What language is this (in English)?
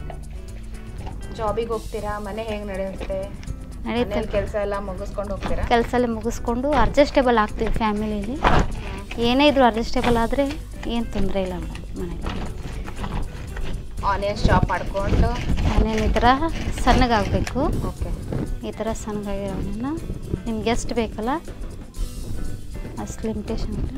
Kannada